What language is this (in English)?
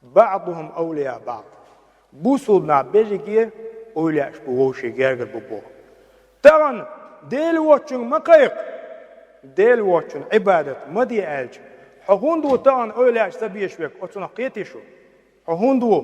Chechen